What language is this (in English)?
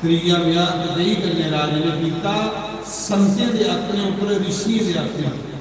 Dogri